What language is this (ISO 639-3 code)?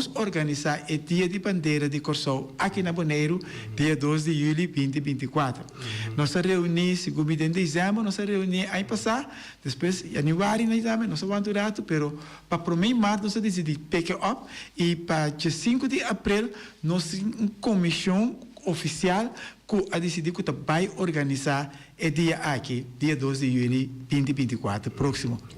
pap